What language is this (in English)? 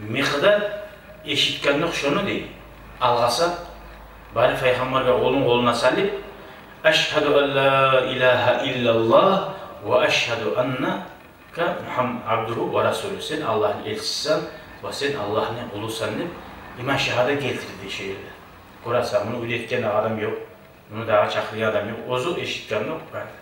Kumyk